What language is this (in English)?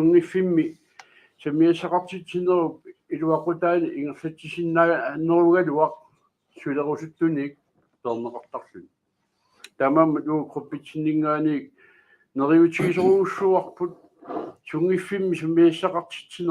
Kalaallisut